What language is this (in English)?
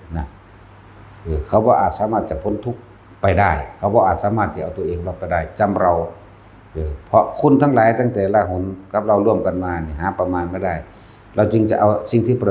Northeastern Thai